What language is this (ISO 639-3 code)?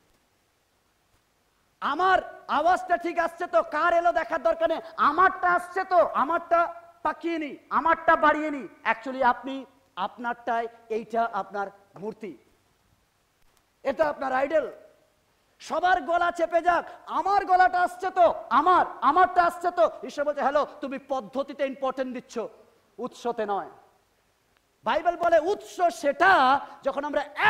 ben